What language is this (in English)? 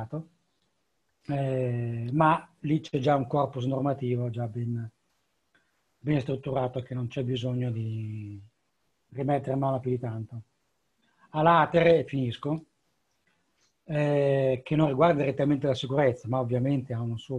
Italian